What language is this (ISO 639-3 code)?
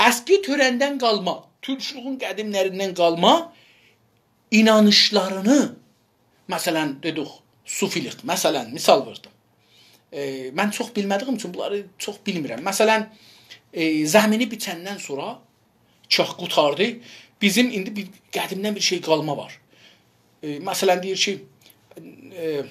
azb